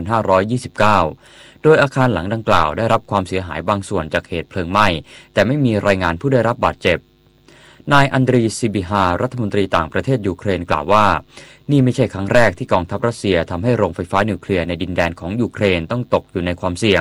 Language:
Thai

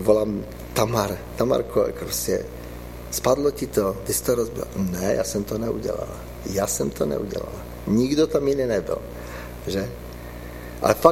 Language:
Czech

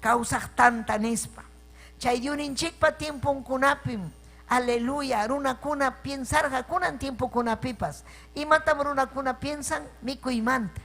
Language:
Ayacucho Quechua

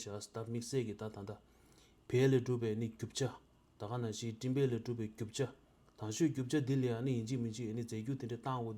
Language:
Tibetan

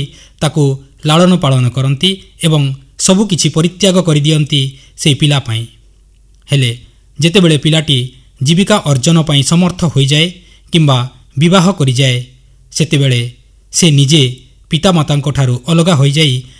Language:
Odia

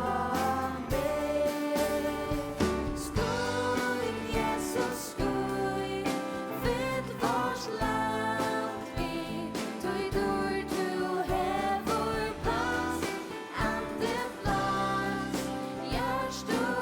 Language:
Faroese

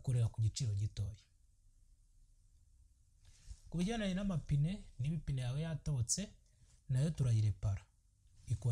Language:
Kinyarwanda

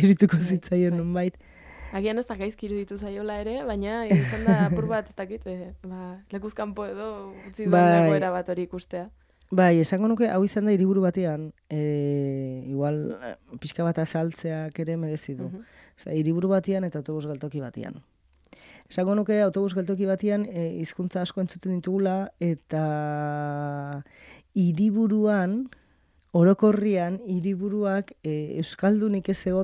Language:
Basque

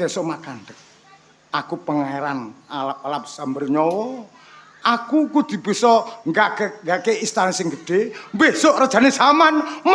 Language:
Javanese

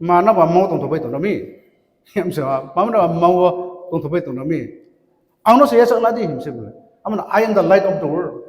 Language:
Riang (India)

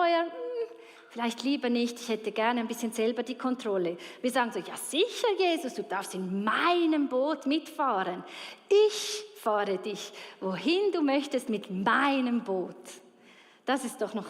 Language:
Swiss German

